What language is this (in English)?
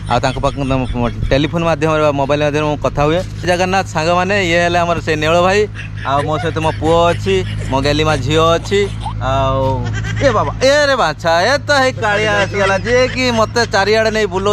Odia